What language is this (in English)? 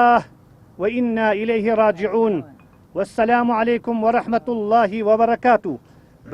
Central Kurdish